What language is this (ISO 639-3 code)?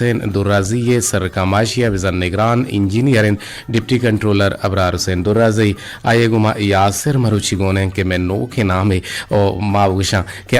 bgp